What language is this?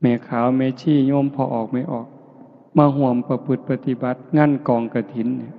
Lao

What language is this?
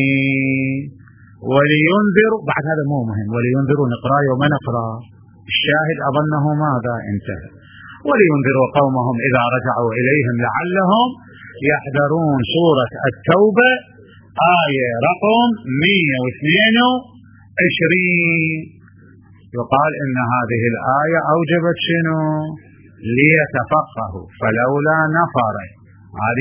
Mesopotamian Arabic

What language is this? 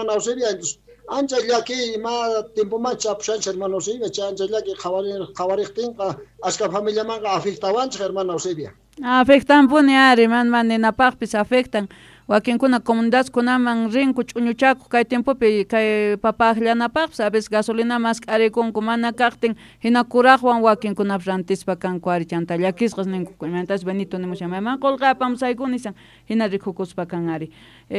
South Bolivian Quechua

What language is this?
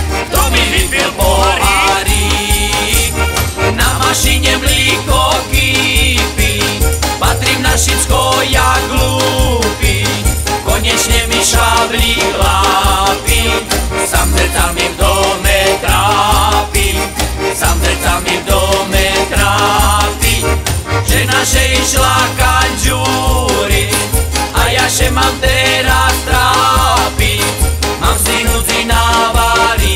Slovak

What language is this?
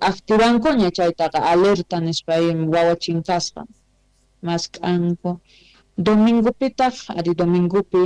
South Bolivian Quechua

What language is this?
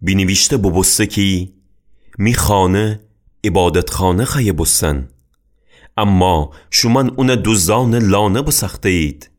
Gilaki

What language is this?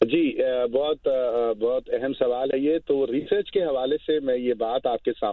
Urdu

